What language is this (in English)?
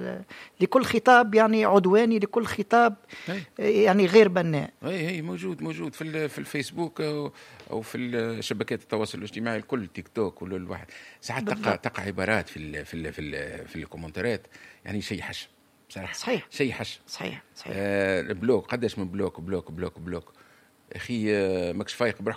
Tunisian Arabic